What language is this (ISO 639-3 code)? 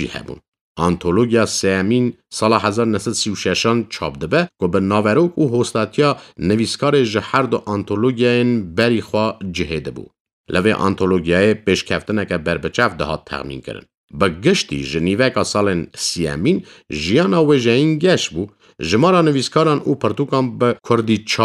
kur